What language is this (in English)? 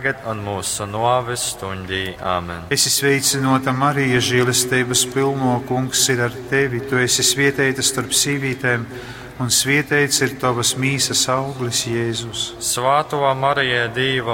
Latgalian